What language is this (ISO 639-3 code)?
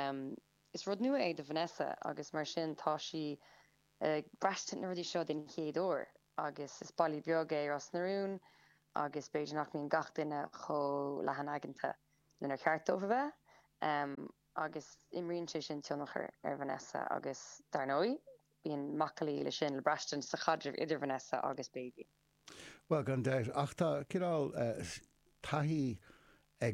gle